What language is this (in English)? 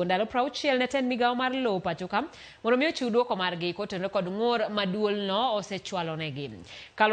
Luo (Kenya and Tanzania)